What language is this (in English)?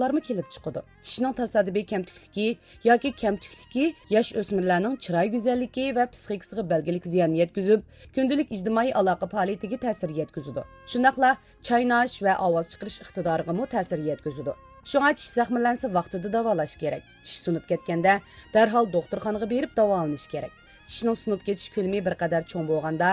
Uyghur